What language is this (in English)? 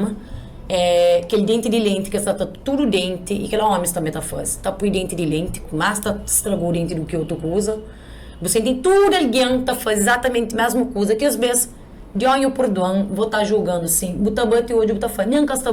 Kabuverdianu